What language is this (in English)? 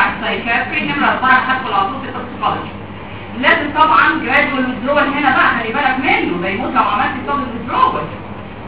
Egyptian Arabic